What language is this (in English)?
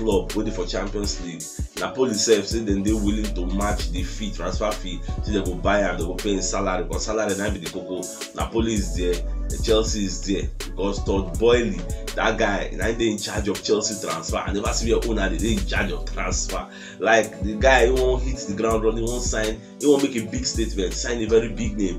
Nigerian Pidgin